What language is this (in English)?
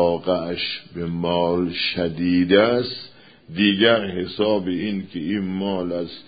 Persian